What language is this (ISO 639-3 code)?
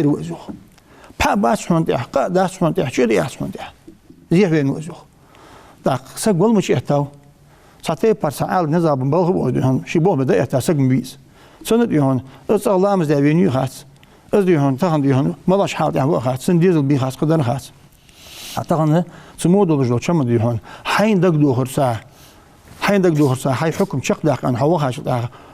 inh